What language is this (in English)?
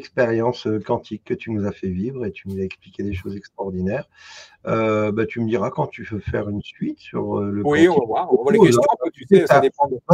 French